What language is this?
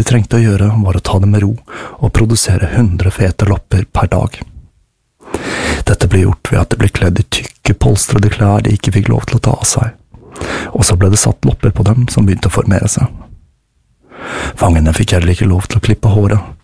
Norwegian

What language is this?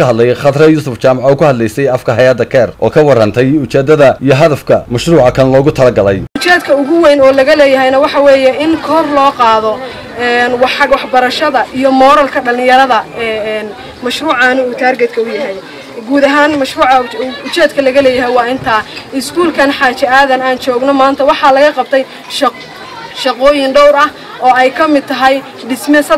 Somali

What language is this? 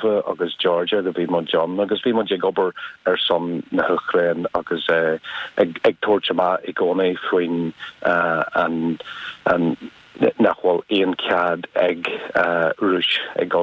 Irish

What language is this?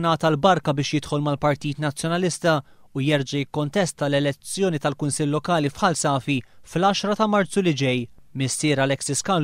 Maltese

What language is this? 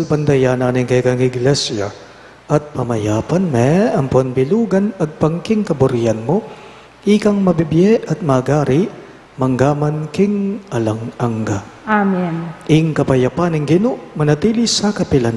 Pampanga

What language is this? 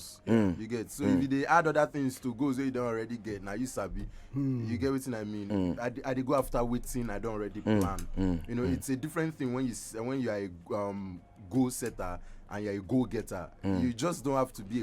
Nigerian Pidgin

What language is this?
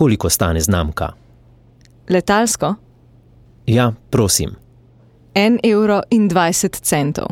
Slovenian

